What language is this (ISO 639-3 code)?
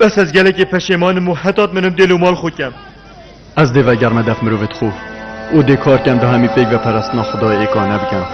kur